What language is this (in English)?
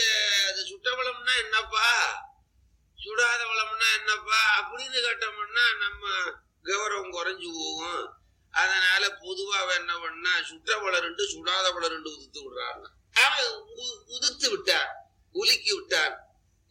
Tamil